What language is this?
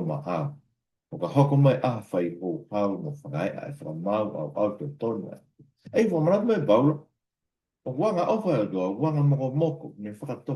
Tongan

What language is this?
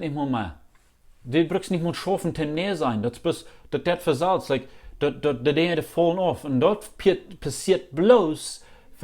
Plautdietsch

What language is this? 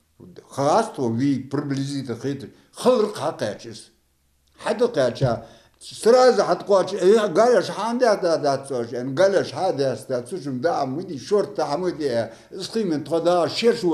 Ingush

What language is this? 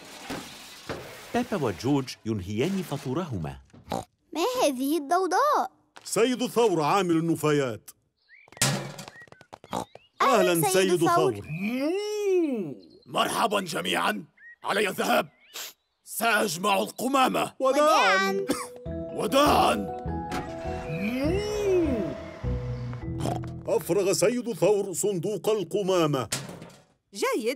Arabic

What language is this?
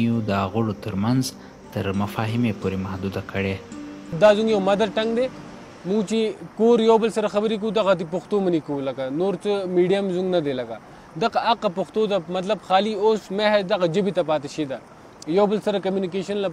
Pashto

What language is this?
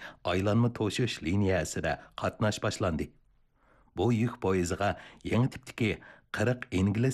Uyghur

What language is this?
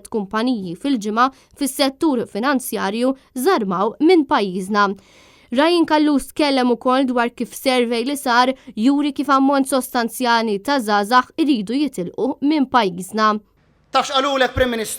Maltese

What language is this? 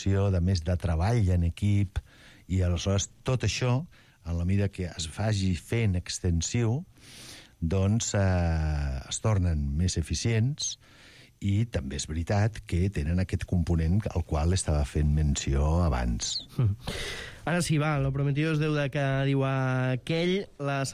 Catalan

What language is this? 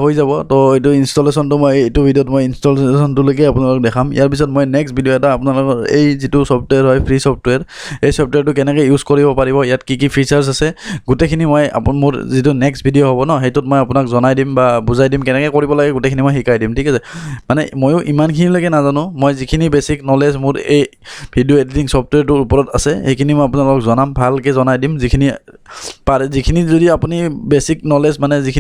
Assamese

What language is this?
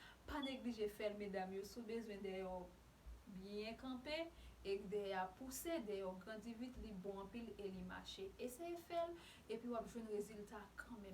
Haitian Creole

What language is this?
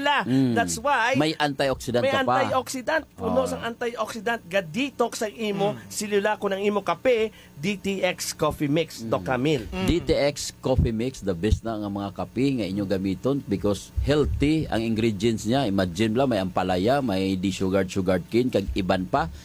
Hiligaynon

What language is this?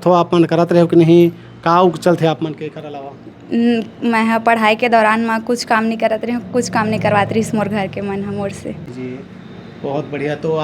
Chhattisgarhi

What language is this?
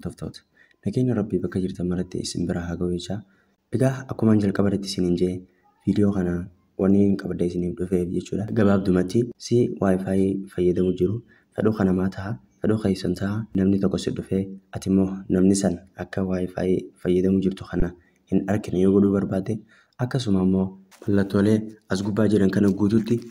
Oromo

